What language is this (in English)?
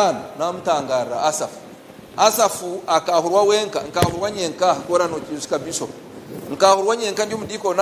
Nyankole